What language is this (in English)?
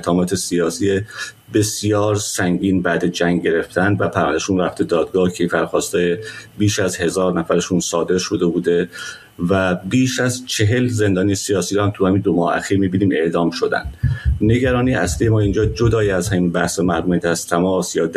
Persian